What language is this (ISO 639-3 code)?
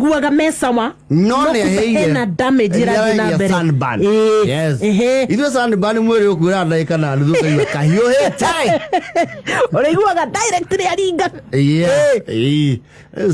kik